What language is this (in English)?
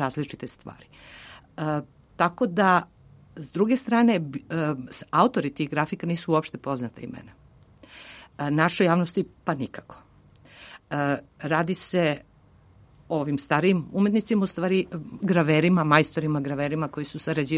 Serbian